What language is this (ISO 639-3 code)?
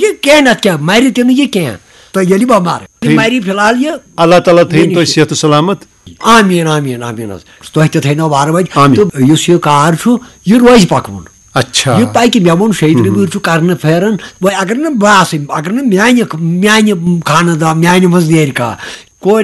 kas